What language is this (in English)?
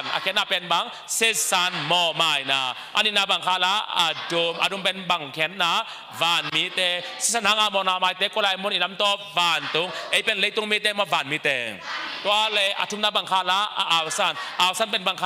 Tedim Chin